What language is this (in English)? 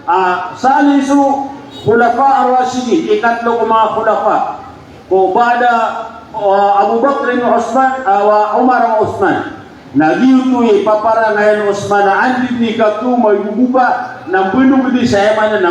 Maranao